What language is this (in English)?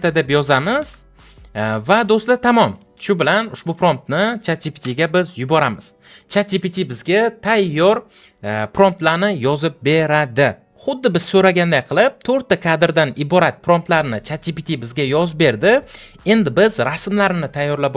Uzbek